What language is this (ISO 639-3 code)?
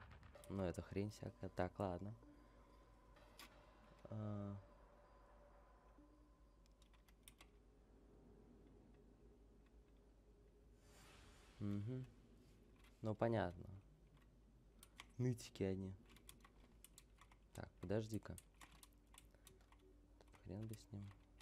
rus